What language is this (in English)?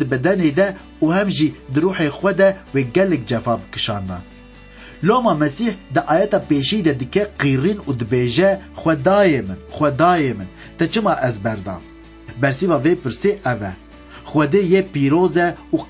Kurdish